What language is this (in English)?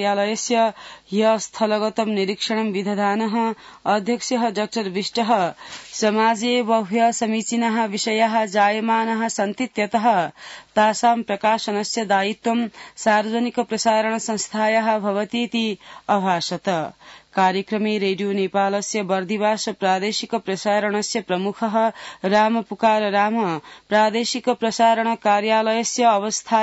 Sanskrit